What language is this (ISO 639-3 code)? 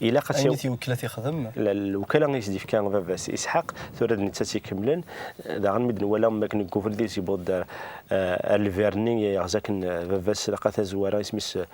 kab